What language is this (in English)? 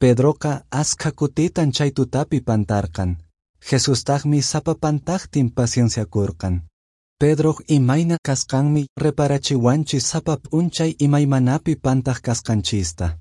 Quechua